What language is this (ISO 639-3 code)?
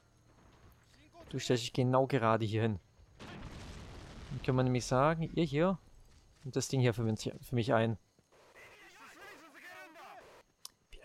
deu